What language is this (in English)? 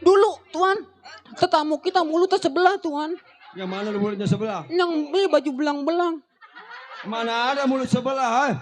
Betawi